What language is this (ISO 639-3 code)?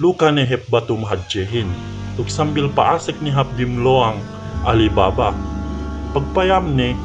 yka